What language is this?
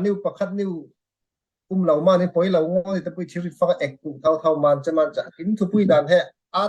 Falam Chin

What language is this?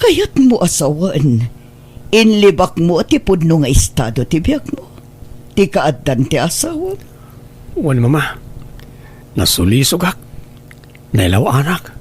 Iloko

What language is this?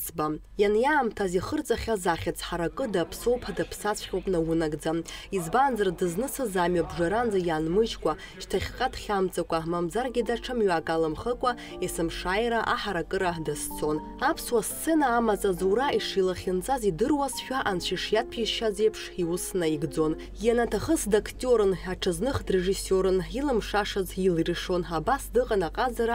Abkhazian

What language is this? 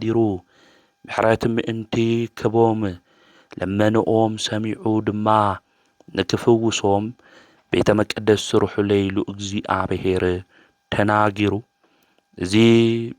Tigrinya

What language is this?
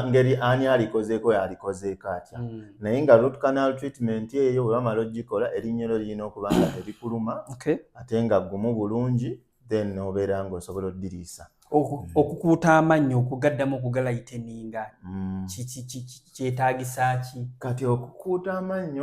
Ganda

